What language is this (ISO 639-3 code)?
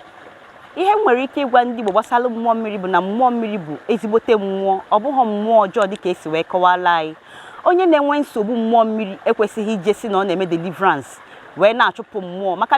ibo